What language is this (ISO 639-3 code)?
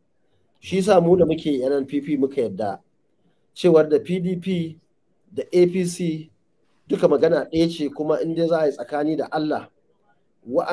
hau